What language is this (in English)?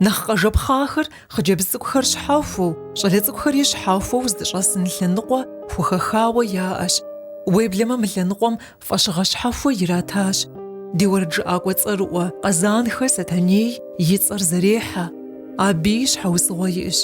Kabardian